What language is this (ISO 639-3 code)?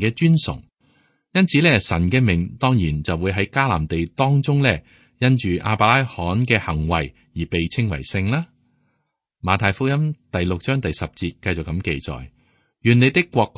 yue